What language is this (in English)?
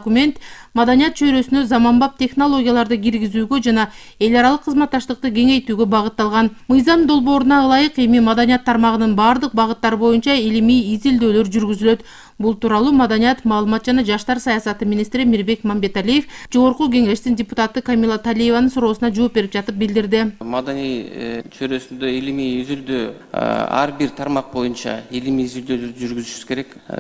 Kyrgyz